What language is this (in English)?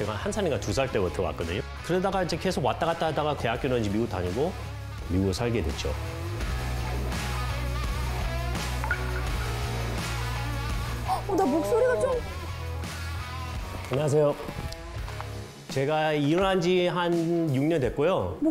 Korean